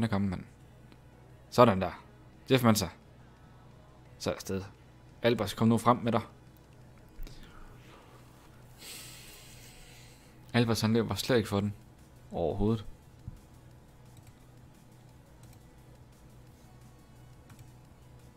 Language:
Danish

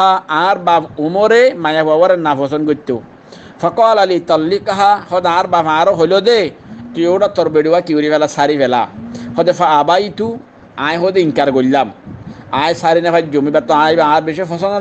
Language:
Rohingya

